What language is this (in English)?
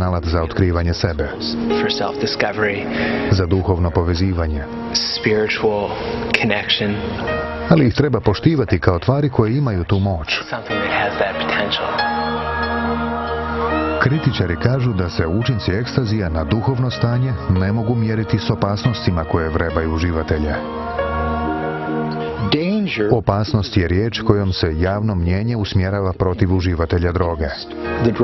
Croatian